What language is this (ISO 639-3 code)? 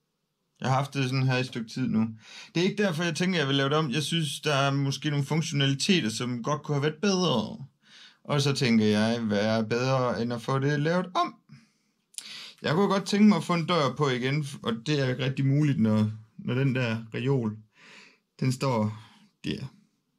dan